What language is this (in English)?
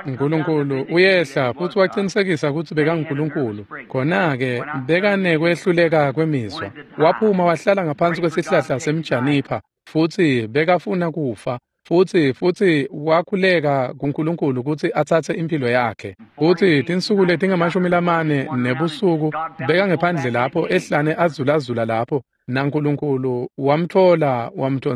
Swati